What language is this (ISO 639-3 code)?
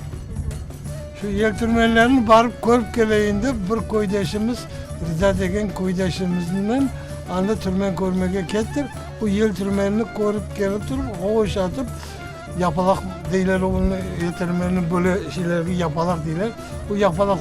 crh